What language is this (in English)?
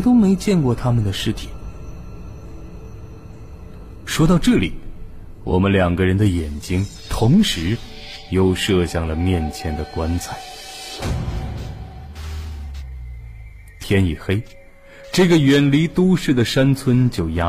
Chinese